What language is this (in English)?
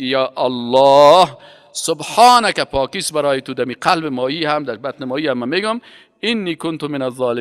Persian